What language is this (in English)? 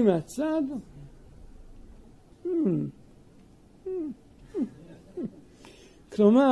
Hebrew